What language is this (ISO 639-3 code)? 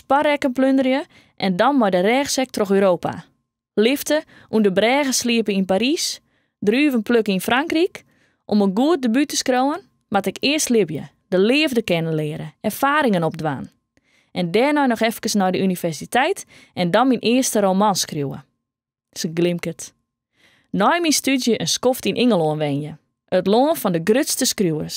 fry